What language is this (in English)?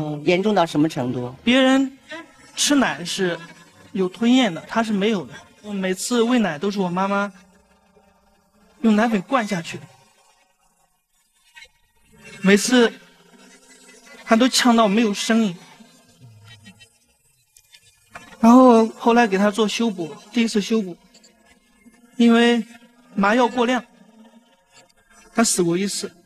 Chinese